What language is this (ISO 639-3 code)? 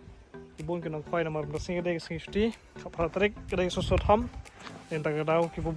kha